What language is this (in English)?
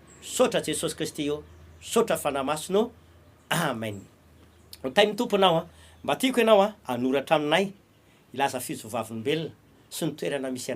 Malagasy